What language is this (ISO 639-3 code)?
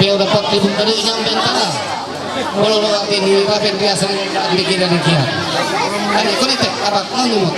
mhy